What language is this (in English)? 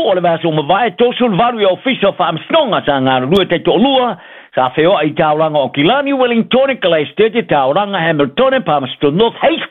Samoan